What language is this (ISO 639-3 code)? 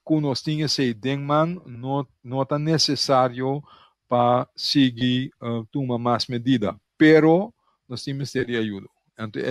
pap